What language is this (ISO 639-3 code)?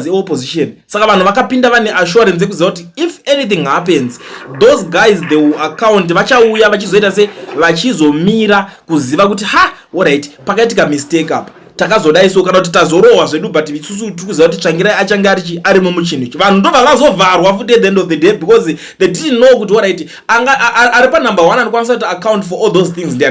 sna